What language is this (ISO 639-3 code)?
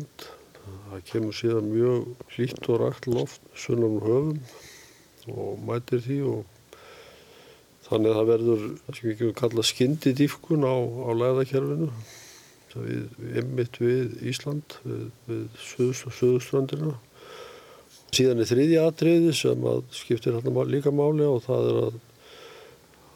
isl